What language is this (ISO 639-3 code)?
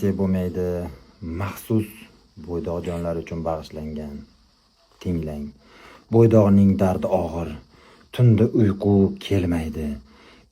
uzb